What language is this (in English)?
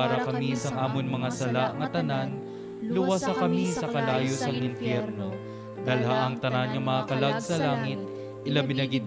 Hiligaynon